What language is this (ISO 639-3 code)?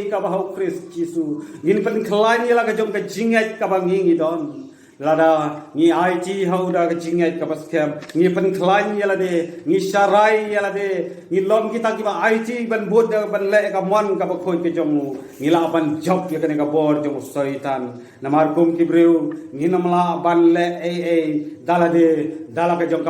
kha